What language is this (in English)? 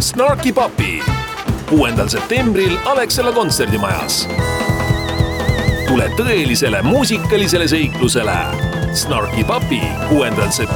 Estonian